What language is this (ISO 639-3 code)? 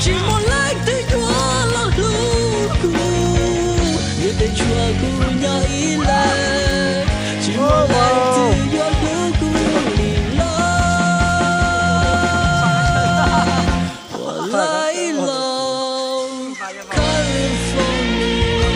hmn